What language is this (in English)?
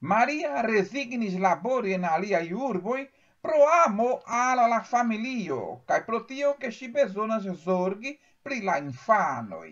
Esperanto